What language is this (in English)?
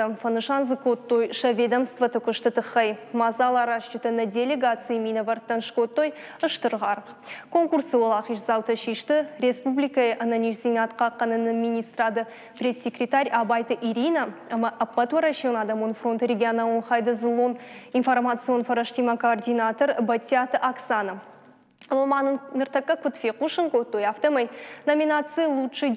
Ossetic